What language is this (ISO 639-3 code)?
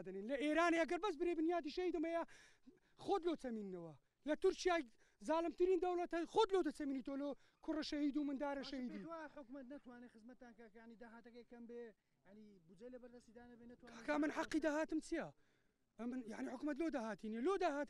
ckb